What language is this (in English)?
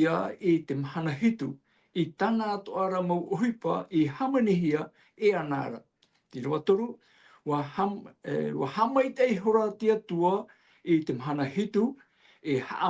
Tahitian